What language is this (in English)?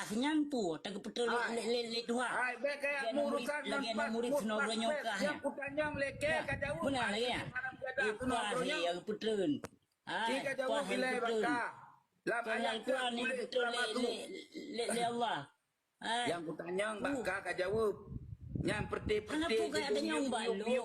Achinese